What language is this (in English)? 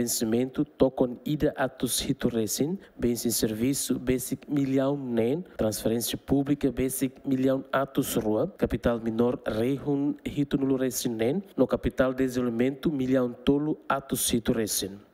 Tetum